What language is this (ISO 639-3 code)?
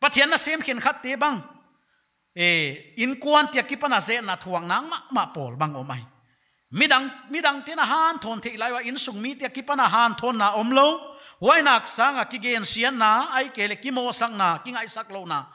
pck